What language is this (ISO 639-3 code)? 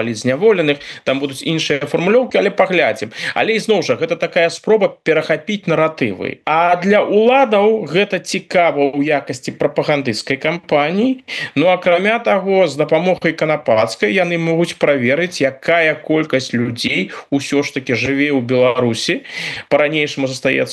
bel